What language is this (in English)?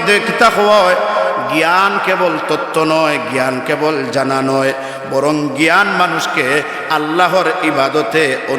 Sylheti